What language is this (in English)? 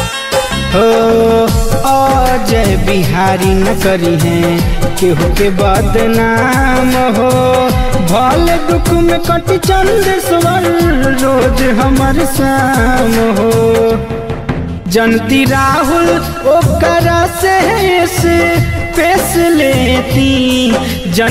Bhojpuri